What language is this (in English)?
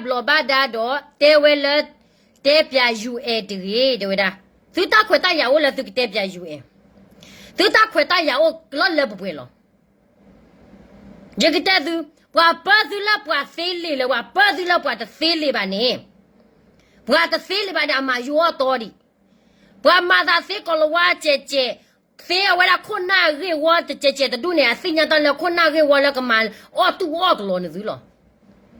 S'gaw Karen